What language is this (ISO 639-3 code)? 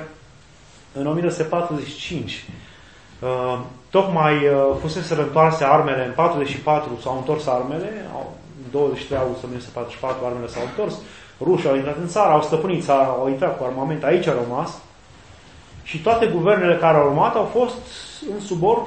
ron